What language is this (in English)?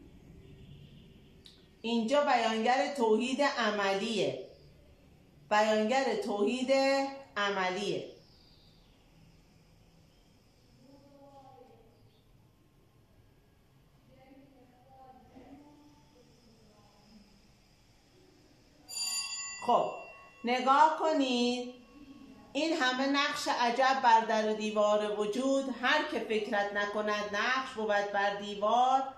Persian